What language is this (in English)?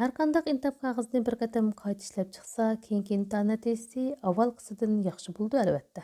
Uyghur